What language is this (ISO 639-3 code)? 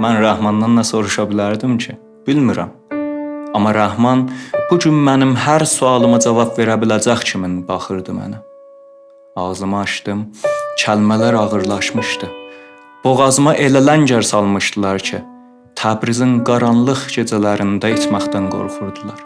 azb